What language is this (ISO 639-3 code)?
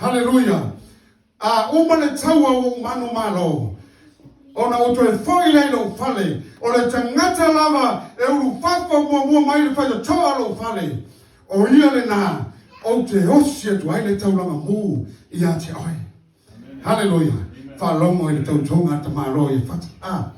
smo